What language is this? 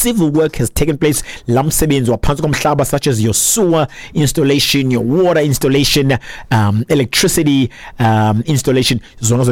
Xhosa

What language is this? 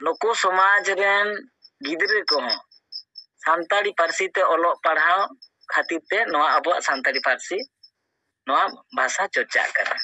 Santali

